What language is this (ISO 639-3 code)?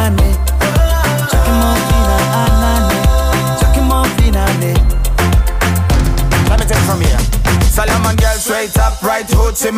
deu